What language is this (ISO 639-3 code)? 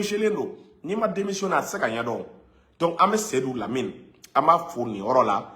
bam